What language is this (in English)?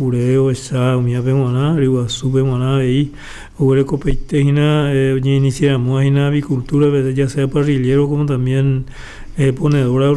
Guarani